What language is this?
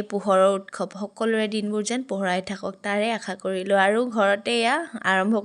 Assamese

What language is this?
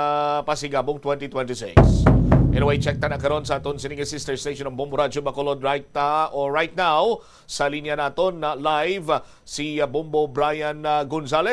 Hiligaynon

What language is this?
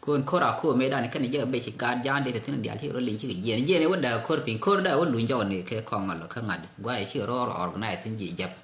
Nuer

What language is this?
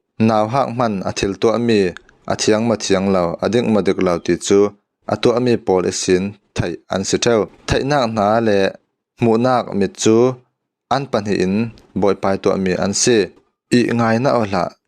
Falam Chin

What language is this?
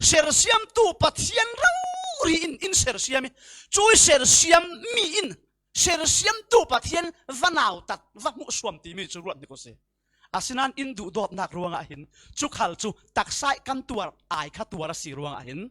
Falam Chin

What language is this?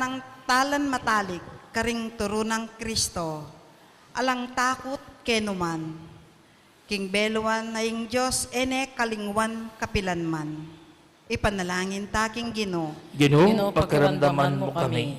Pampanga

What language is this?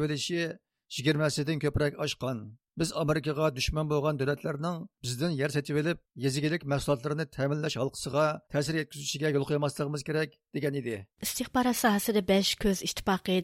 Uyghur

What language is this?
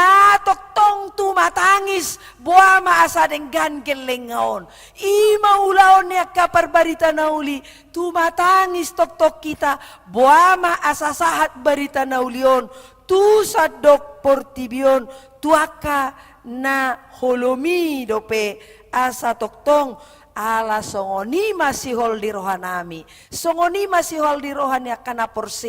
Batak Toba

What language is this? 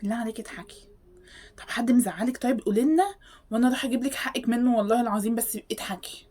Egyptian Arabic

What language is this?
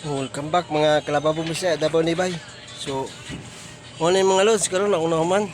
Cebuano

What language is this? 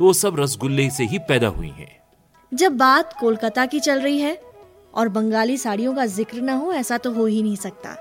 Hindi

